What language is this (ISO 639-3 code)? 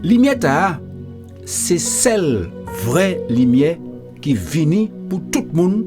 gcf